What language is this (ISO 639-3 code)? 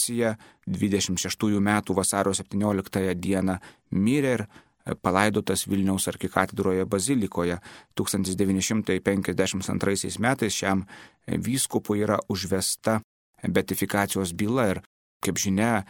lit